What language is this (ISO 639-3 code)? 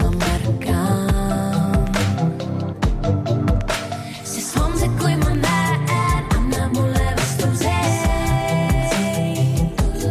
est